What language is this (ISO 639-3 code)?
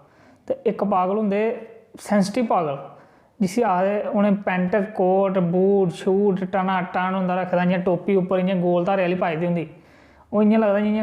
doi